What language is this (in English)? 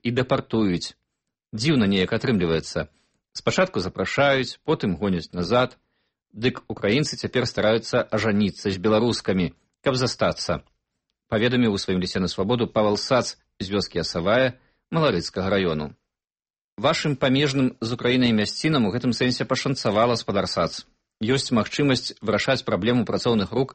Belarusian